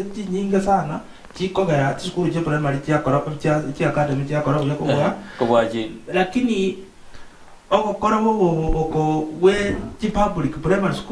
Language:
Gusii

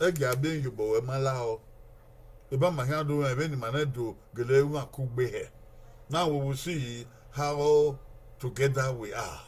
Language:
Bini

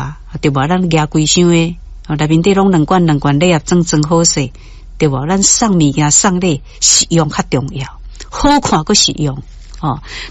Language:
Min Nan Chinese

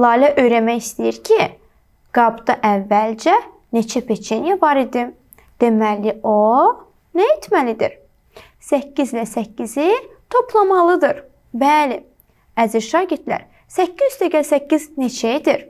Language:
Azerbaijani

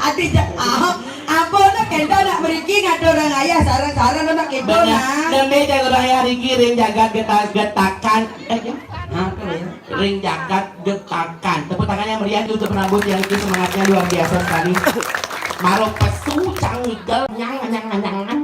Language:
Balinese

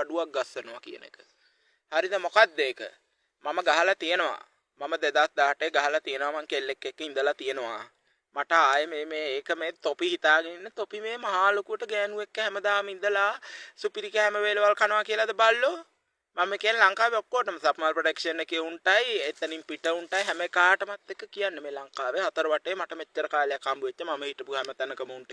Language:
Sinhala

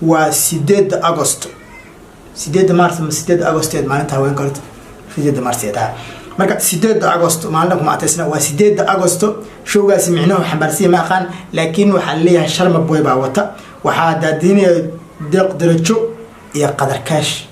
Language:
Somali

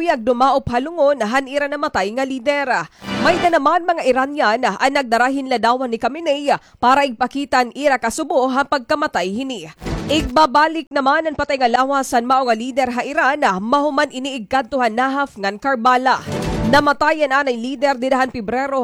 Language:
Waray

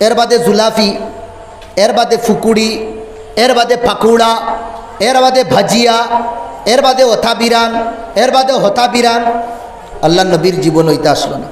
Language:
Sylheti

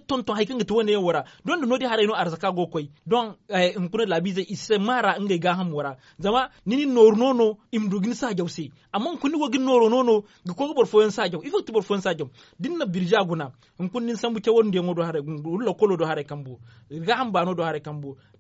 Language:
Zarma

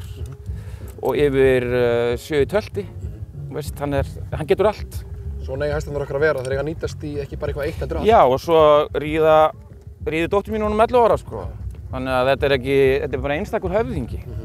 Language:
Icelandic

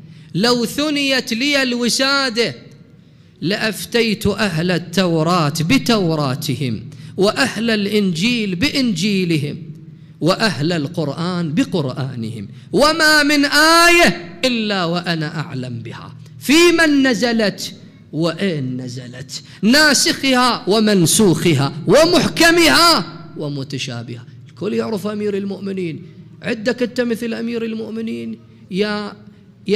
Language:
Mesopotamian Arabic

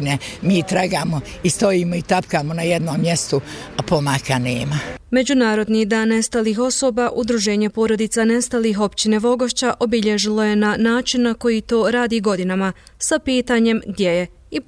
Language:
Bosnian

